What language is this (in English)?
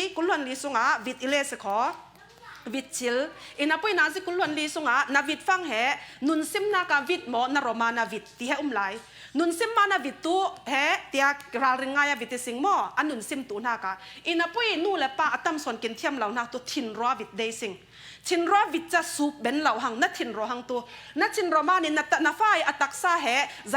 Falam Chin